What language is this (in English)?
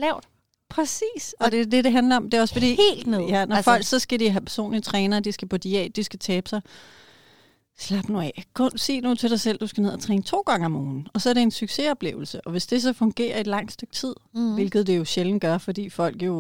Danish